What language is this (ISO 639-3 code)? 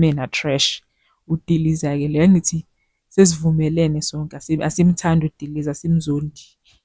zul